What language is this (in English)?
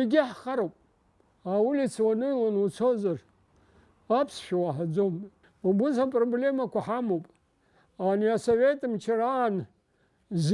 Abkhazian